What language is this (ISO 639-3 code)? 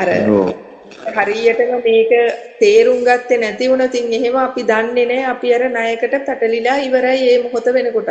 sin